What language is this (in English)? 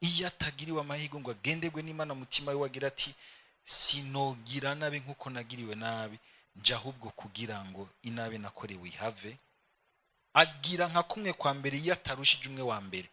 Rundi